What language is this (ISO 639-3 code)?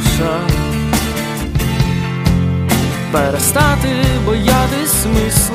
ukr